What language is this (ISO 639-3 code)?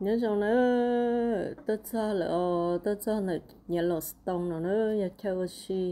hmn